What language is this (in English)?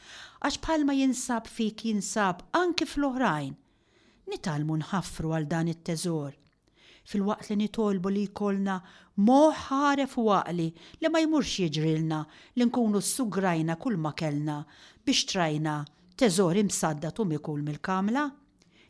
Maltese